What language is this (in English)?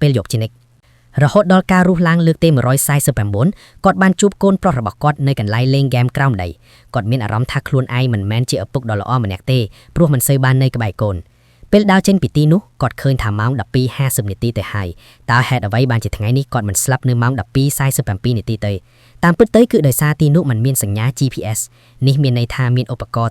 Khmer